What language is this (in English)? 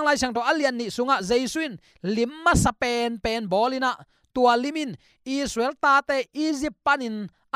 Tedim Chin